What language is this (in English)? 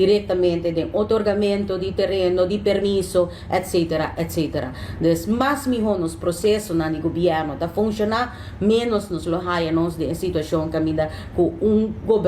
Papiamento